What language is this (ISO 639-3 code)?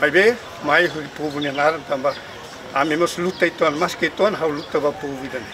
tet